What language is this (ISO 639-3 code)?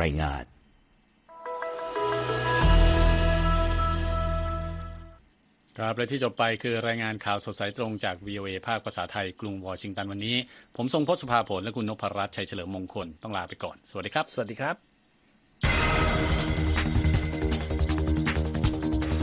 tha